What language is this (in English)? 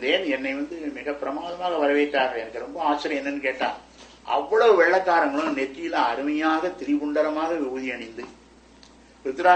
Tamil